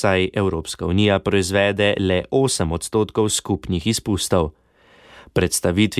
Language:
Slovenian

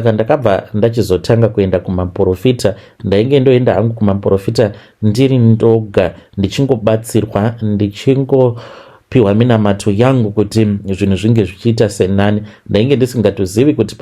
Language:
Shona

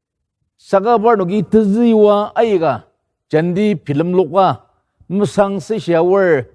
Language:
Ao Naga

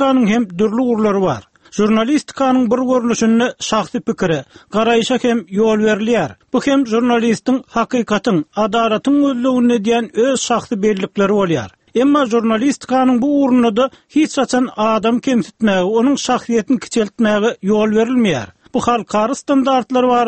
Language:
Turkmen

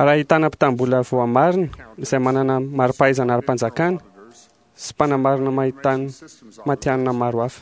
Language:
Malagasy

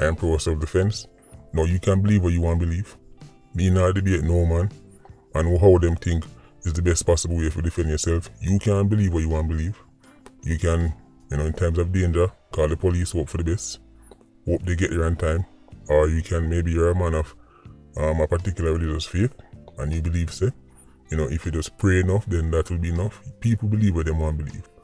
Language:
Jamaican Creole English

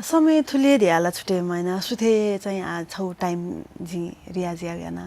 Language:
Newari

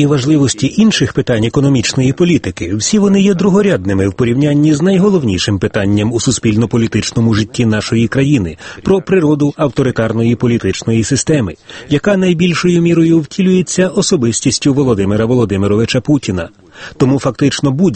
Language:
Ukrainian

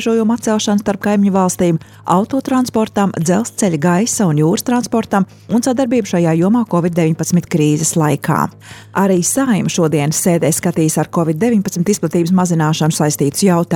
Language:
Latvian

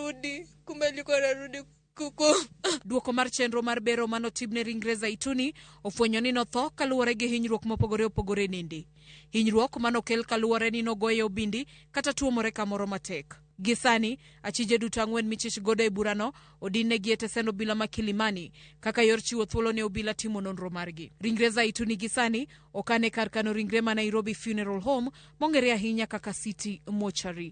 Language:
Luo (Kenya and Tanzania)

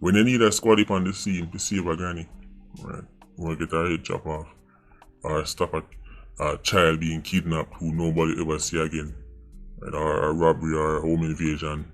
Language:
Jamaican Creole English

